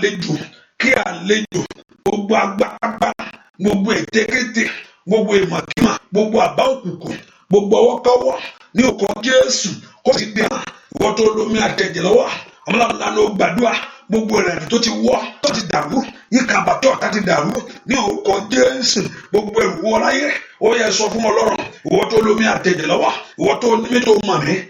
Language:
Yoruba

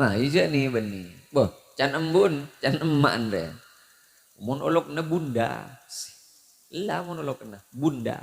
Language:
Madurese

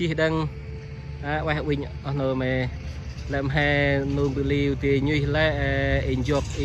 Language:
Central Mnong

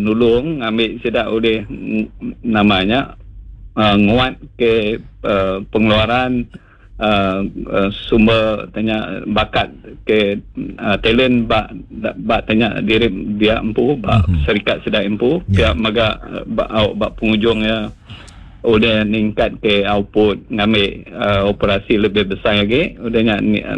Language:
Iban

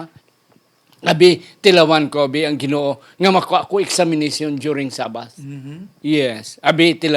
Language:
Hiligaynon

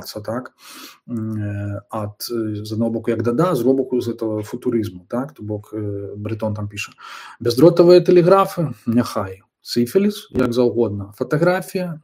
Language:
Belarusian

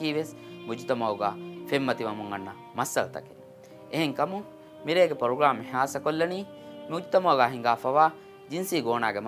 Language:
Divehi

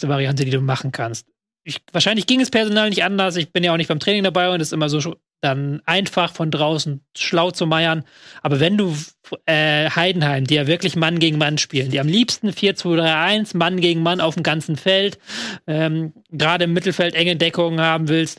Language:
German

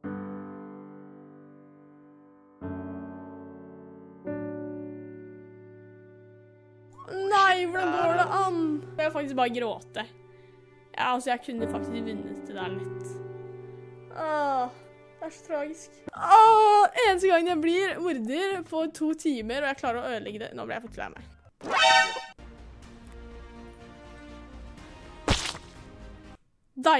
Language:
Norwegian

